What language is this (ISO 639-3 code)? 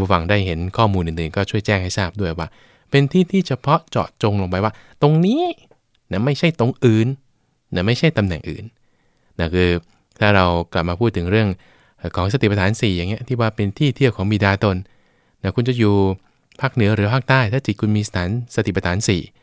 tha